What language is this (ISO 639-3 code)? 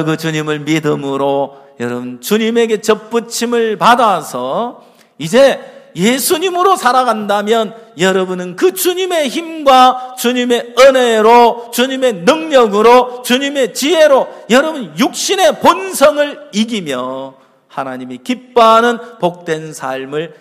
kor